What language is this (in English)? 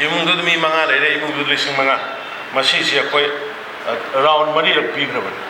Manipuri